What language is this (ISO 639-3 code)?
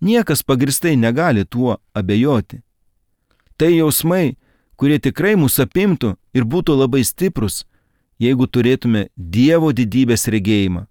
lit